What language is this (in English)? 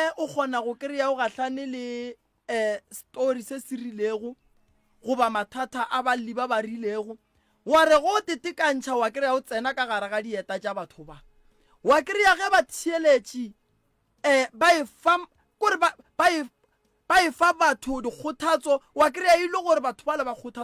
Northern Sotho